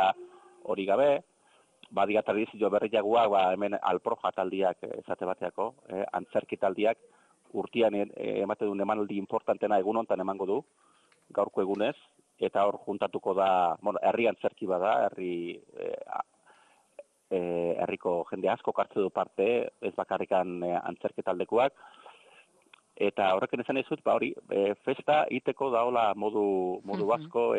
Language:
Basque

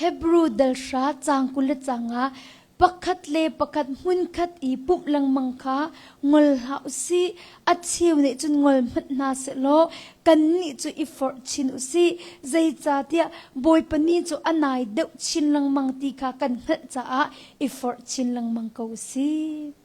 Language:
Hakha Chin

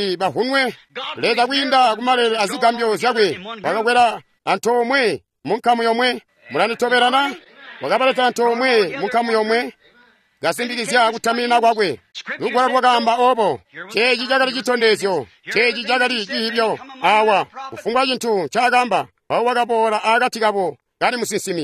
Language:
Tonga (Zambia)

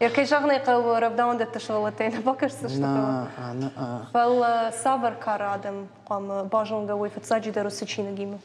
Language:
Ossetic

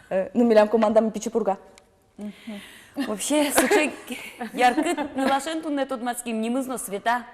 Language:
Udmurt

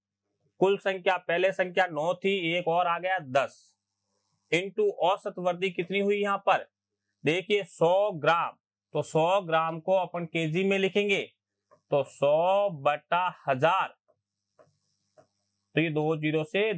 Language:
Hindi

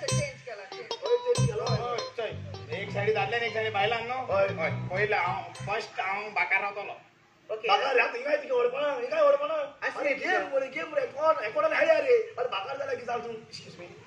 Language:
Konkani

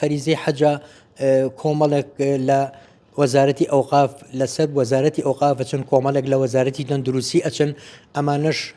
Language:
Central Kurdish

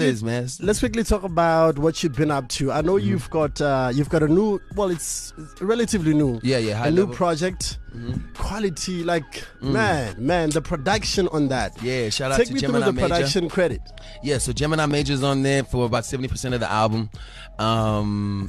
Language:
English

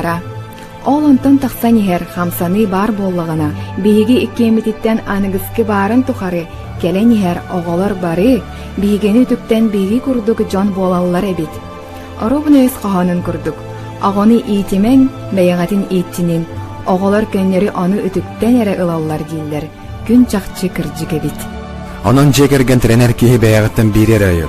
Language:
Yakut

